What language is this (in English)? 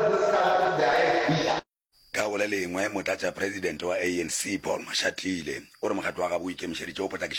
Northern Sotho